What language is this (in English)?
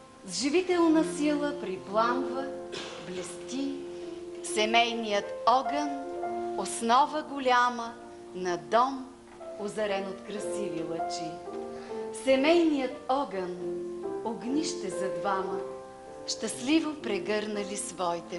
Bulgarian